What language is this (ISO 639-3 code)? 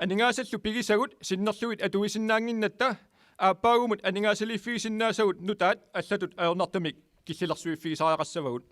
kal